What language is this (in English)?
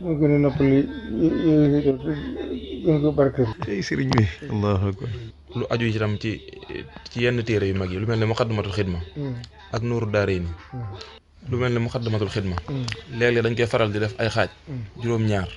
Wolof